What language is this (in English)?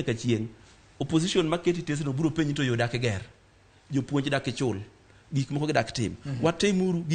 Luo (Kenya and Tanzania)